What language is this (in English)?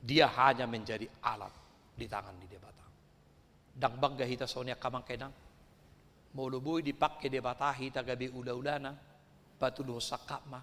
Batak Toba